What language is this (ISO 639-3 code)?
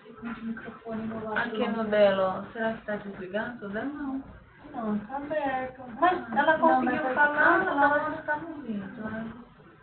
por